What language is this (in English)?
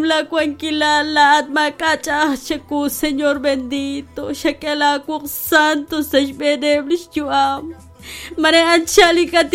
Kekchí